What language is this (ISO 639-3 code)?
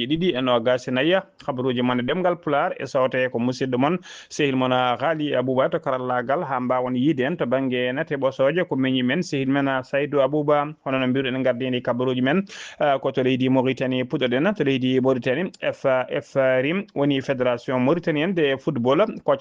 ful